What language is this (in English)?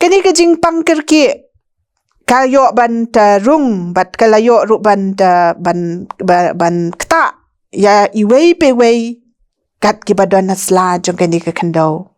Khasi